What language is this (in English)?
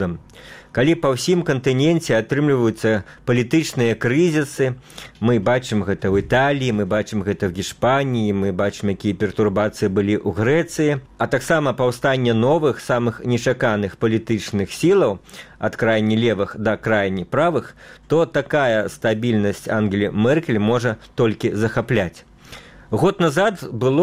Belarusian